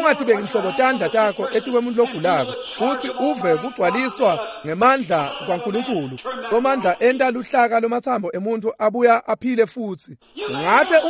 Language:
Swati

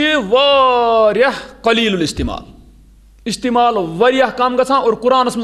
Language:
Kashmiri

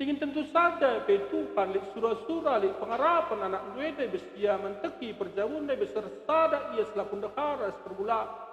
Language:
Batak Karo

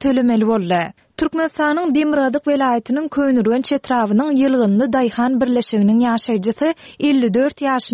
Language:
Turkmen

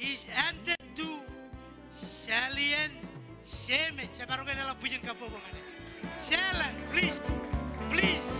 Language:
Marshallese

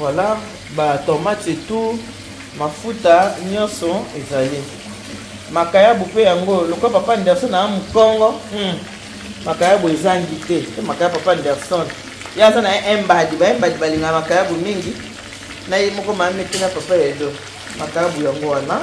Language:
Lingala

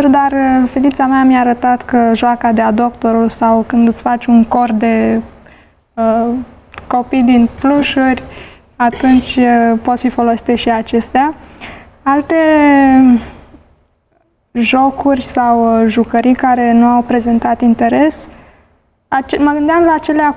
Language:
Romanian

